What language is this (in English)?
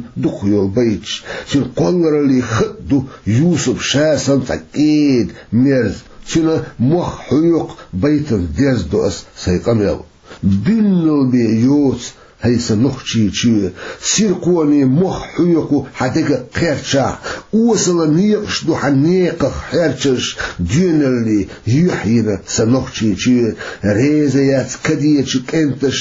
Chechen